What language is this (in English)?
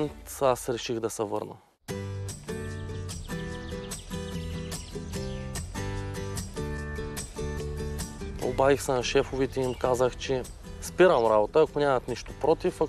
Bulgarian